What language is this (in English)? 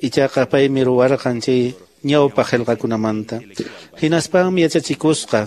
Quechua